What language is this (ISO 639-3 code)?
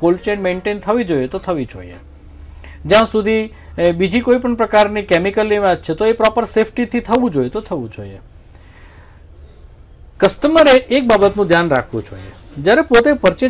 guj